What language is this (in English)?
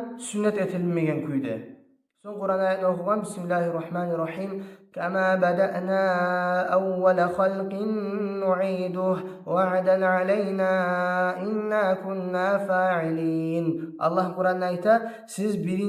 Kumyk